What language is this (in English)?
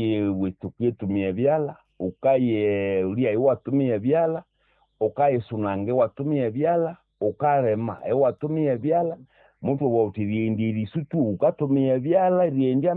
Nande